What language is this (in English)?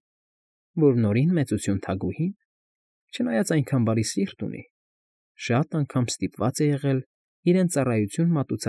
Armenian